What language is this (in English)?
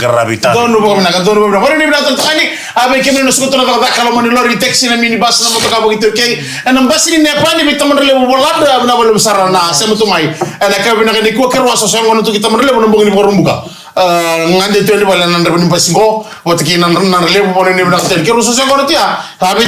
Fijian